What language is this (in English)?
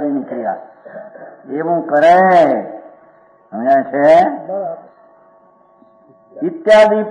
Gujarati